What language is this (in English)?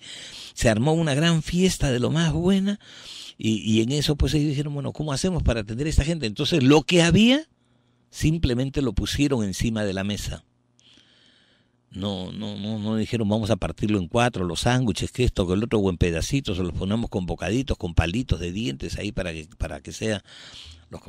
Spanish